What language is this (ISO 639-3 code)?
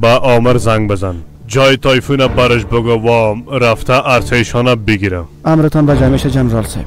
fas